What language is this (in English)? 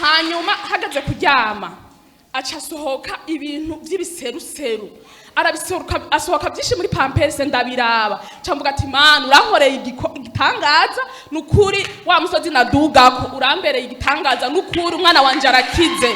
Rundi